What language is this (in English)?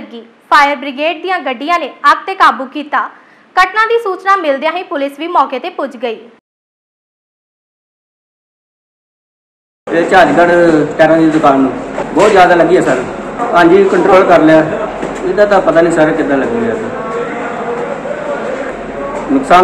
Punjabi